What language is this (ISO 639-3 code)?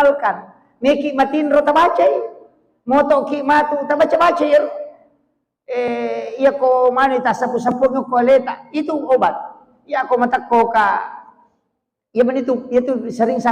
bug